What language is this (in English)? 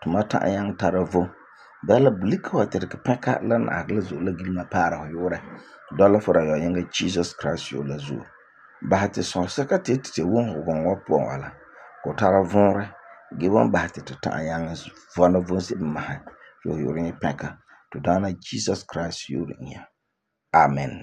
Frafra